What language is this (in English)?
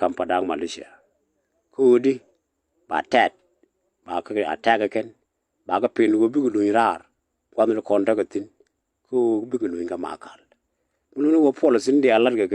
Nuer